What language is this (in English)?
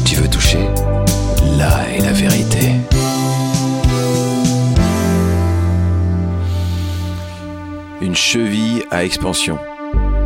French